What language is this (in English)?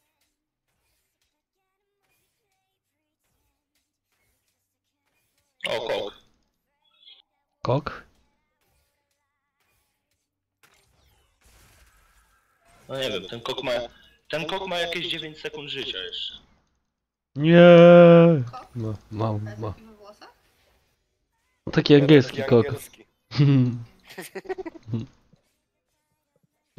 Polish